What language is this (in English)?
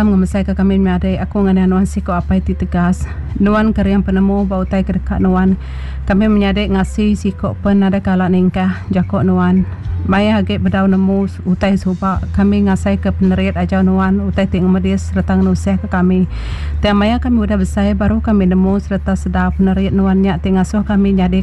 Iban